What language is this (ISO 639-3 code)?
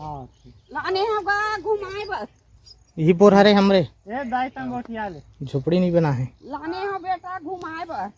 hne